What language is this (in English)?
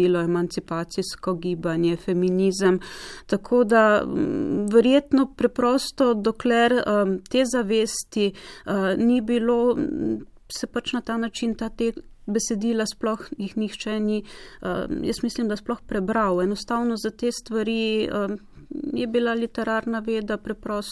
Slovenian